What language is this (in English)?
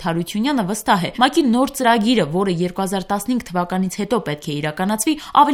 Armenian